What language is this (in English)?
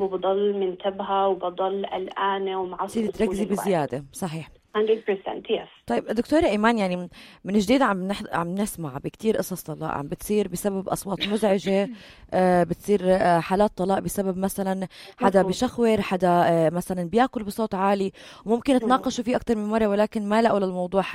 North Levantine Arabic